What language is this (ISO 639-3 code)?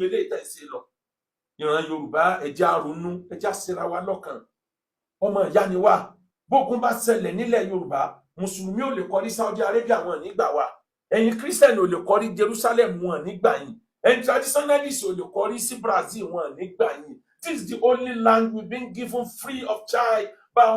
yor